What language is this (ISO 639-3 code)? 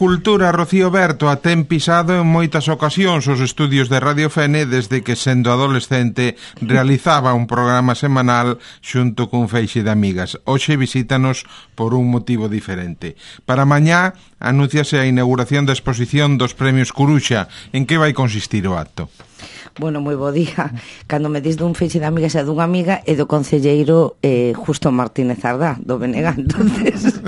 glg